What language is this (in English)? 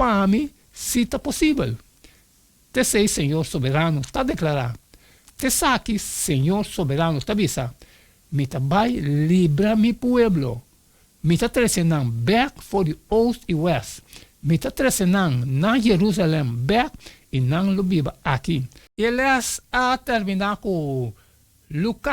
Papiamento